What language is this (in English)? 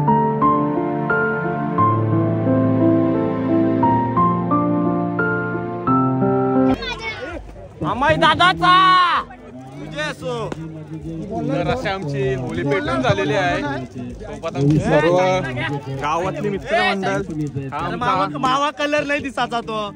Marathi